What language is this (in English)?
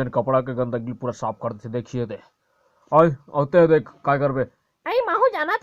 Chhattisgarhi